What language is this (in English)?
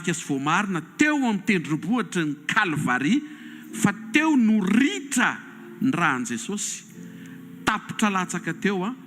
Malagasy